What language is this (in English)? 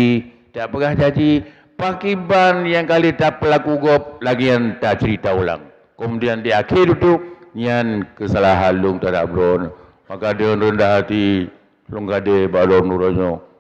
Achinese